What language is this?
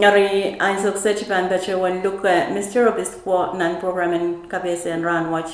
Pohnpeian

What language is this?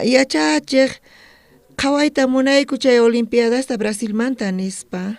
South Bolivian Quechua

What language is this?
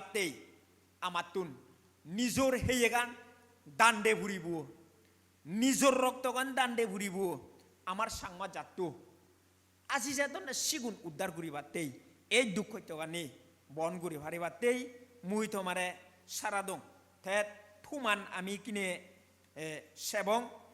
Chakma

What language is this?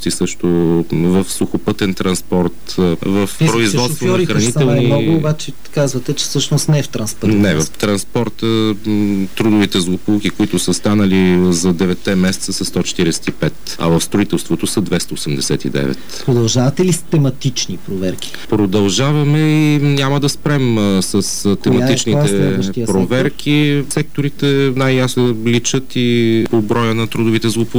Bulgarian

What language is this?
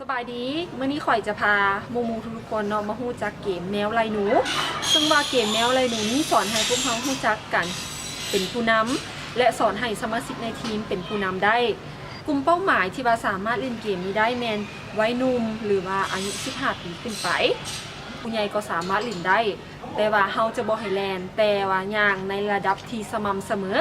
Lao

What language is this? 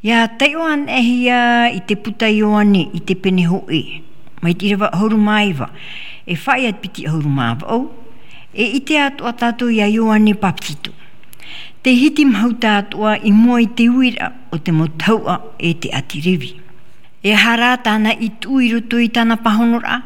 Tahitian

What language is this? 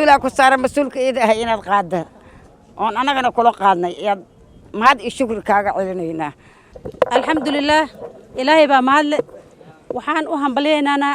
Somali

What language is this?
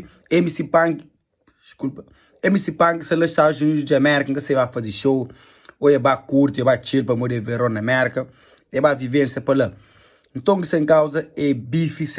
Kabuverdianu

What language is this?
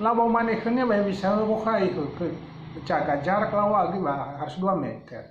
Nias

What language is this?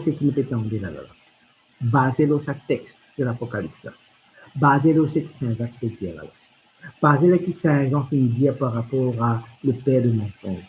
Morisyen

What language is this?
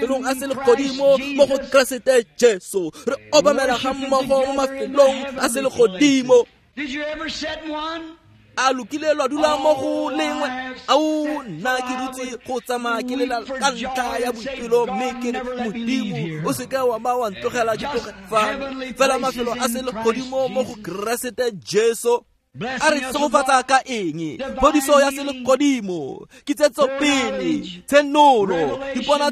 Tswana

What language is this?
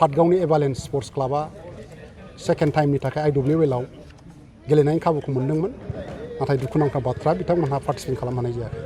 Bodo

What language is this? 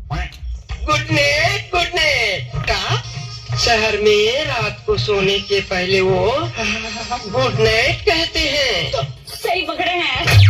Chhattisgarhi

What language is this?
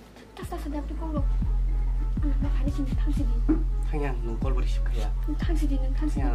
Kok Borok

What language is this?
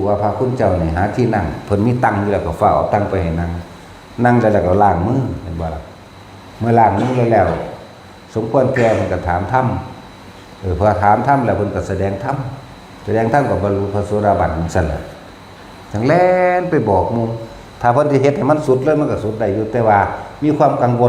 Northeastern Thai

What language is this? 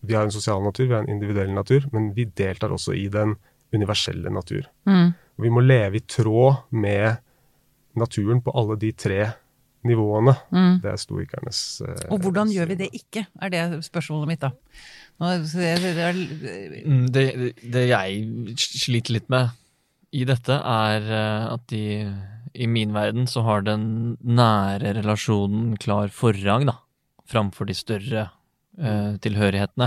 Norwegian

